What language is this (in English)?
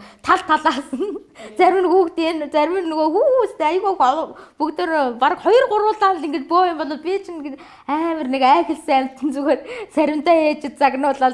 Mongolian